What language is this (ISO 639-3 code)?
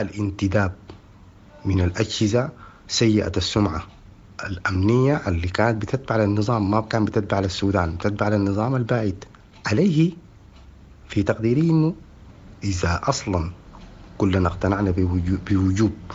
apd